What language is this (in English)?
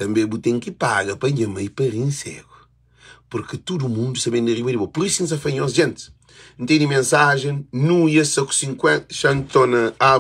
Kabuverdianu